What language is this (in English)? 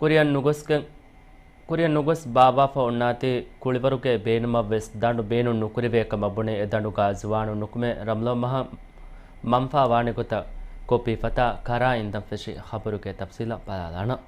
Divehi